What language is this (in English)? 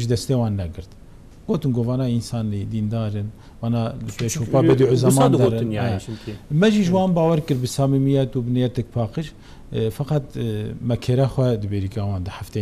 Kurdish